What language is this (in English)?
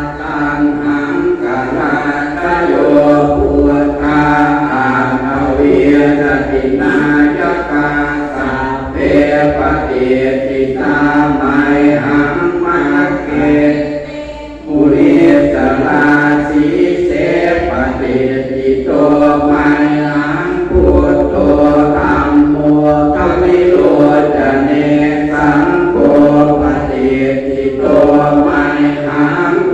Pali